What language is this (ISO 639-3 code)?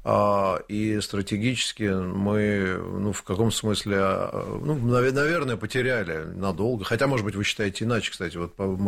rus